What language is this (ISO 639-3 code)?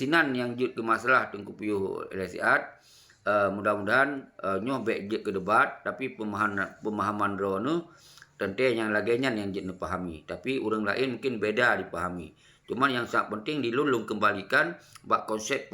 ace